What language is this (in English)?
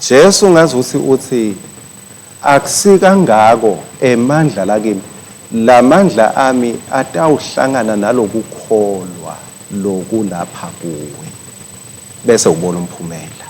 Swati